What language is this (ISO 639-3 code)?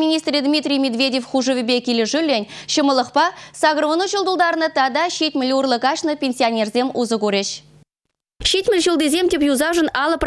chv